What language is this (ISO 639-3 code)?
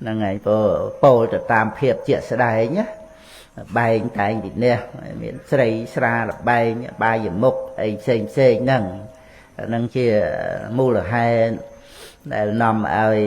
khm